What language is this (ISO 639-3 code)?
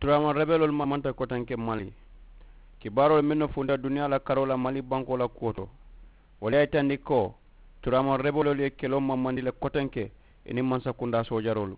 man